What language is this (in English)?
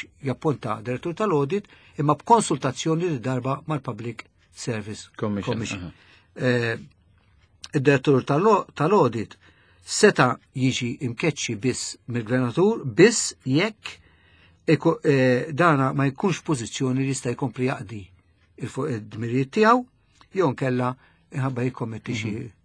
Maltese